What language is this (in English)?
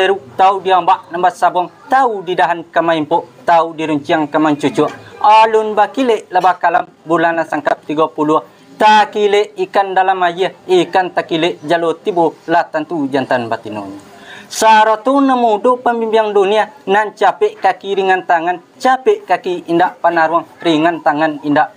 Minangkabau